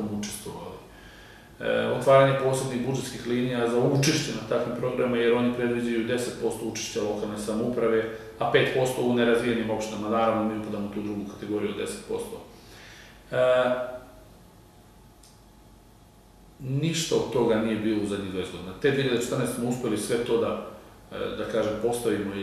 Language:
Serbian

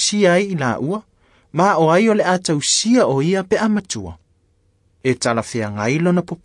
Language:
Samoan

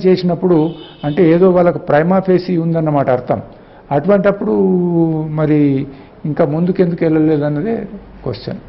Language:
Telugu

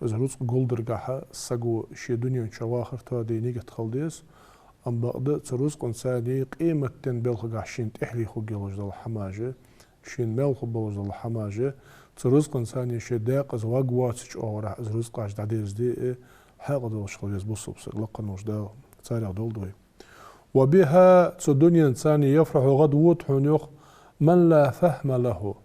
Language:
Ingush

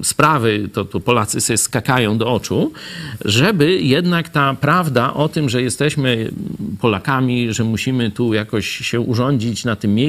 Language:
Polish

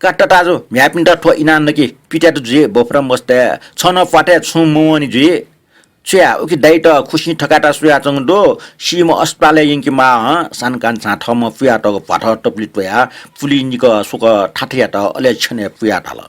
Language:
Newari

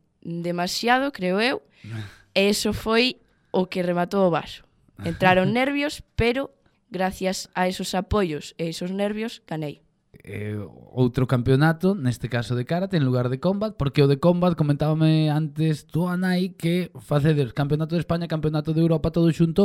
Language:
Galician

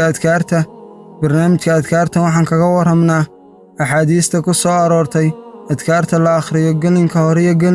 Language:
Somali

